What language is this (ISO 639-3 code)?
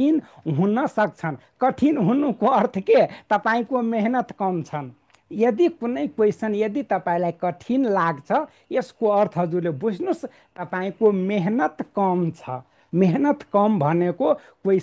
nep